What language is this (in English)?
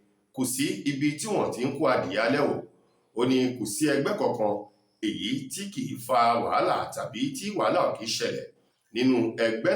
Yoruba